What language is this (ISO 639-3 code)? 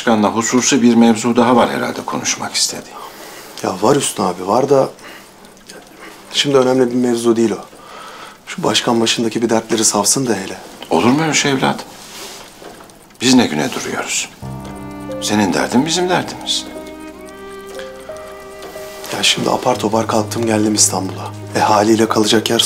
tur